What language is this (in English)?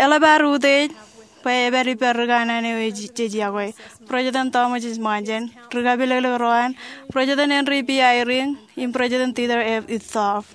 Marshallese